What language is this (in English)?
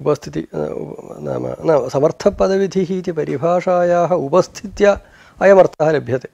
Sanskrit